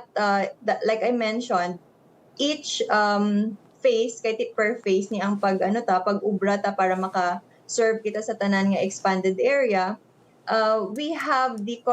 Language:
Hiligaynon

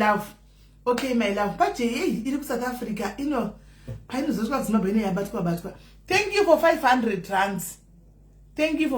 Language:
Shona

